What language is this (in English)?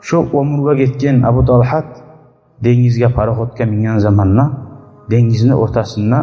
Kumyk